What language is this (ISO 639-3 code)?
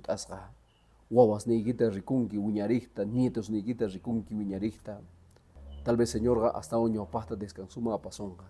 que